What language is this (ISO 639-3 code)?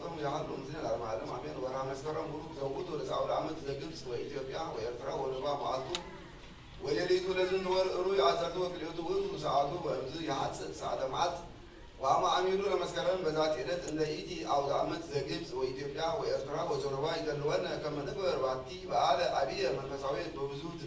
gez